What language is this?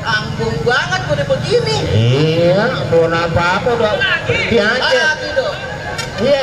Betawi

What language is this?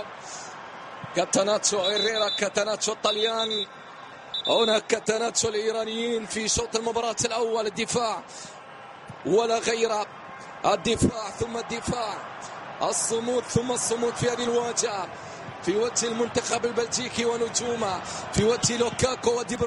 Arabic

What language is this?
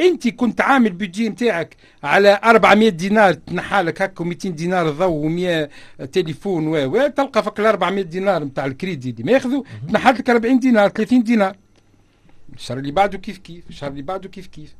Tunisian Arabic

